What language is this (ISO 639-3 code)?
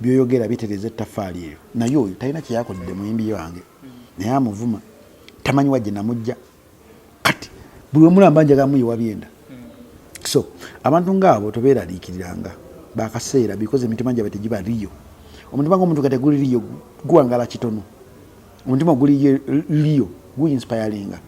lug